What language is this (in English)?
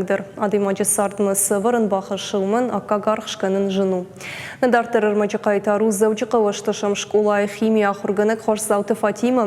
Ossetic